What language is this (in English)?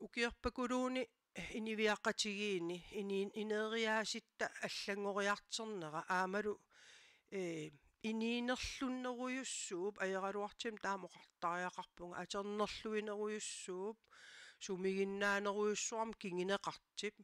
Kalaallisut